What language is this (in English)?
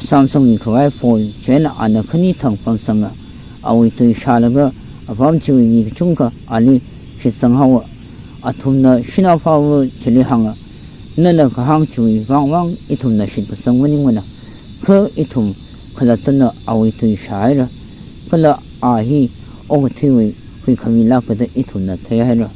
Tangkhul Naga (India)